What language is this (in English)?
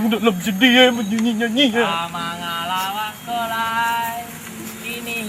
Minangkabau